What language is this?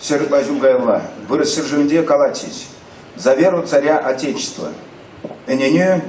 Chuvash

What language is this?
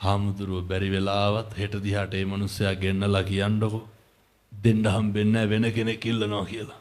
Sinhala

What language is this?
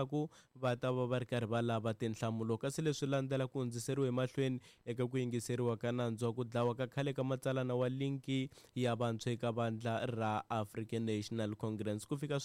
Tsonga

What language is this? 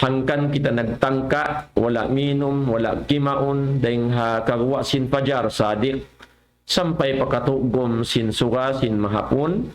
Tausug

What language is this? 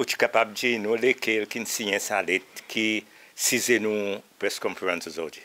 Seselwa Creole French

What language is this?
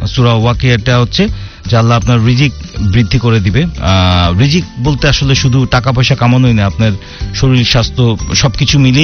Bangla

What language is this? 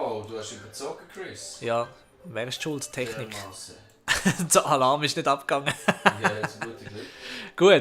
Swiss German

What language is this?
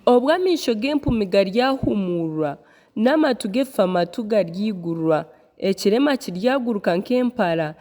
Nyankole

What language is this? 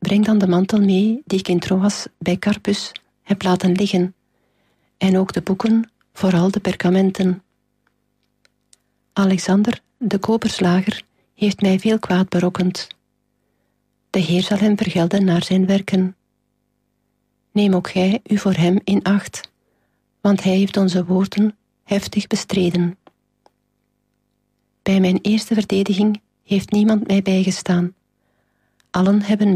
Dutch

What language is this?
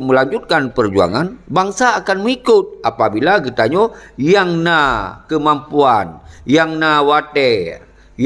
Achinese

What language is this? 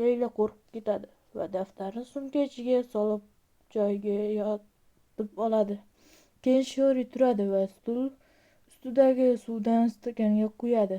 Uzbek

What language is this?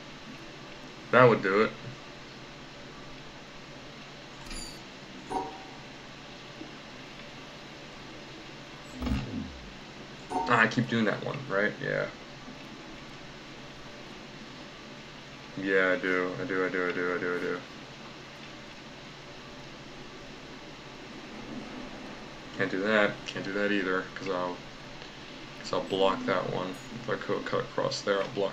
English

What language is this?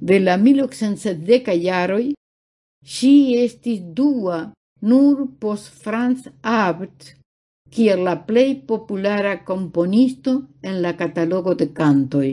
Esperanto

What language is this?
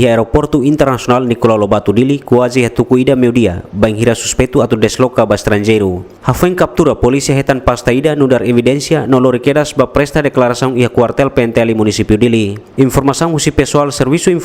Tetum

